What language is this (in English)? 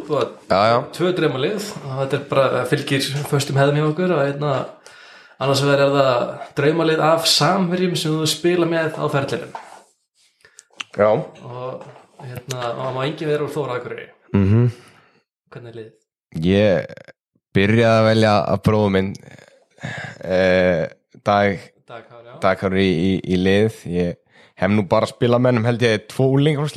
Icelandic